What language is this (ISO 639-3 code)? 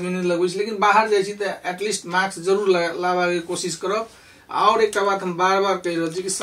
mai